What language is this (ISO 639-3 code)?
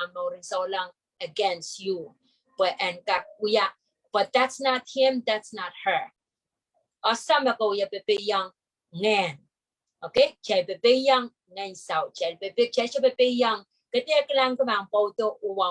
pon